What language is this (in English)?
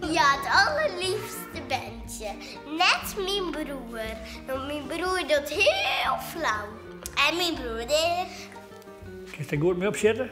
Western Frisian